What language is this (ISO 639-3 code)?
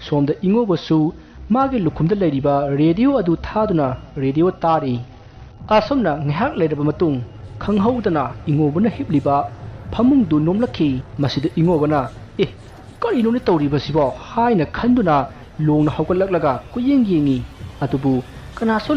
mni